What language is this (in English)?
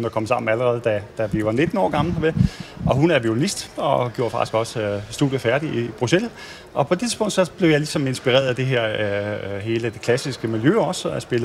Danish